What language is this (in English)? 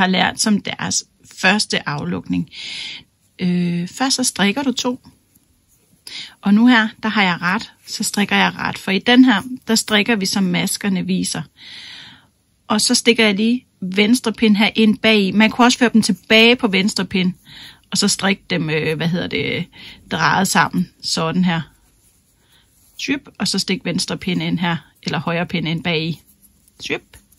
Danish